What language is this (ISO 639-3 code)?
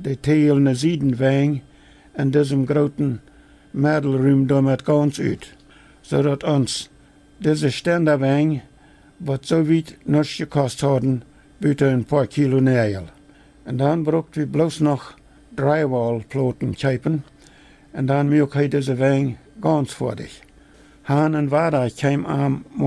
pdt